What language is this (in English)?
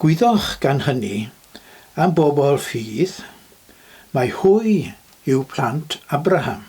Welsh